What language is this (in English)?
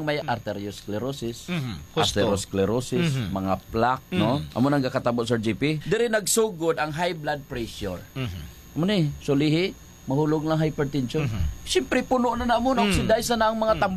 Hiligaynon